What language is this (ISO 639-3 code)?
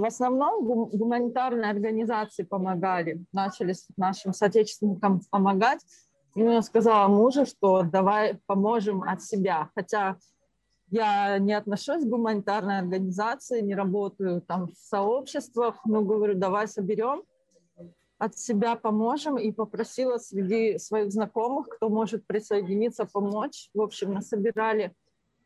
rus